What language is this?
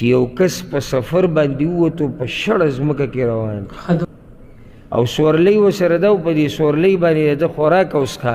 Pashto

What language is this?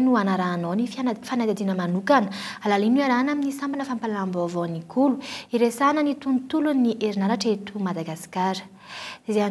Malagasy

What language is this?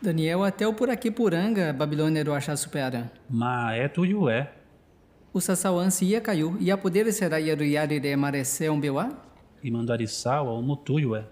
Nheengatu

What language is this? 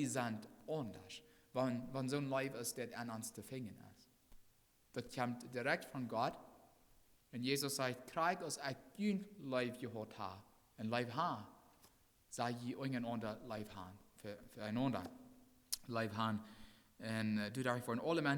Plautdietsch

